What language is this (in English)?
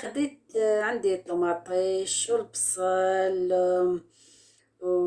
Algerian Arabic